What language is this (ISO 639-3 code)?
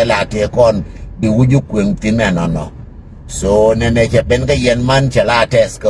nus